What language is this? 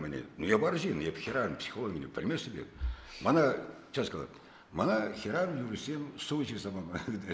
Chuvash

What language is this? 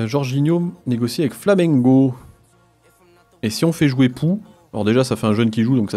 French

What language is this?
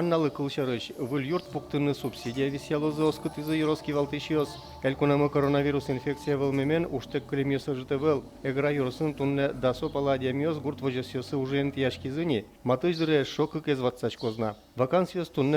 Udmurt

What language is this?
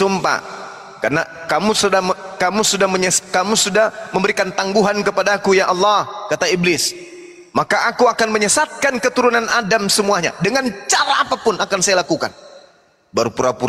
Indonesian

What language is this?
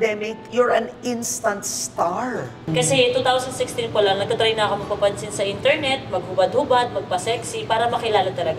Filipino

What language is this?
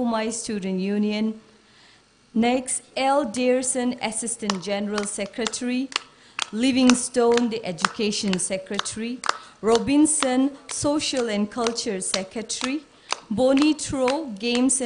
Tangkhul Naga (India)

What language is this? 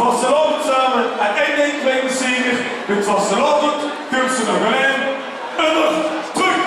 Limburgish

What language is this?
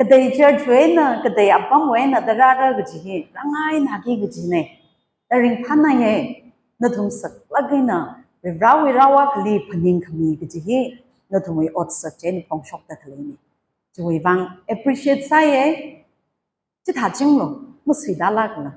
Tangkhul Naga (India)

